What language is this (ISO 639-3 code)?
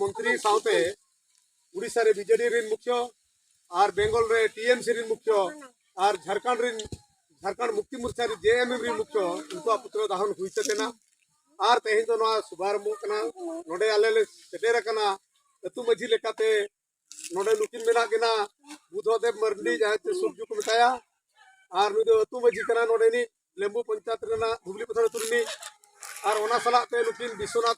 sat